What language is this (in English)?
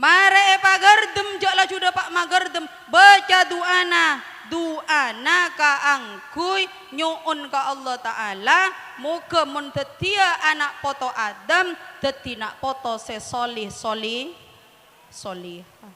Madurese